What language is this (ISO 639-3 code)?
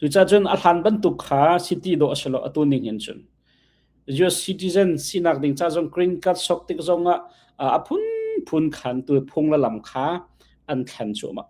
cnh